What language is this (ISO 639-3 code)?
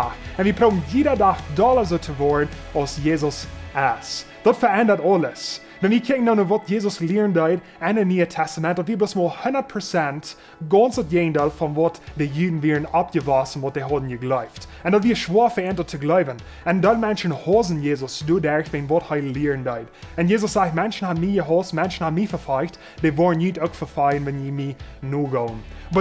pdt